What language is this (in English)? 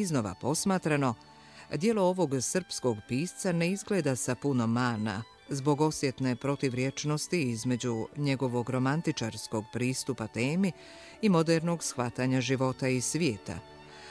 Bosnian